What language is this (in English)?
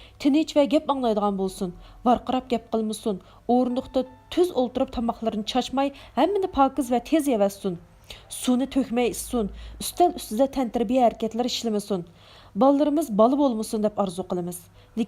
Uyghur